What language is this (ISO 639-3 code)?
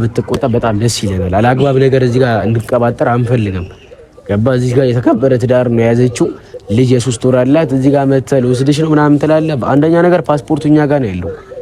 amh